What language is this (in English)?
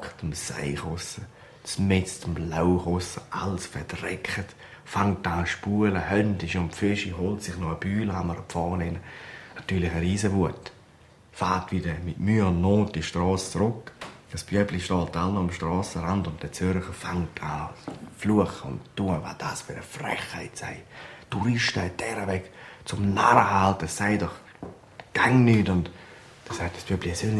Swiss German